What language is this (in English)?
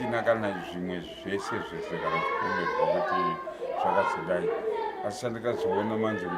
Shona